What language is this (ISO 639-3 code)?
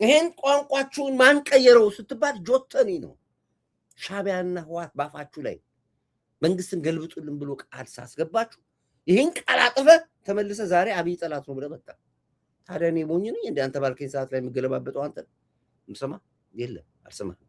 amh